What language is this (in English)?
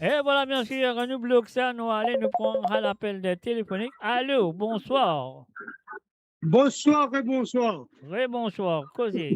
Morisyen